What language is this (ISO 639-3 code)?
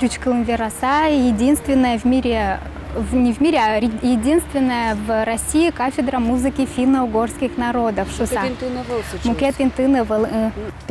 udm